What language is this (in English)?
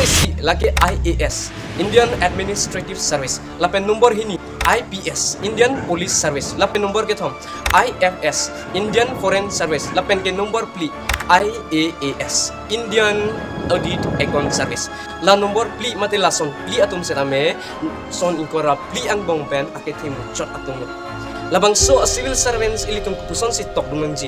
Karbi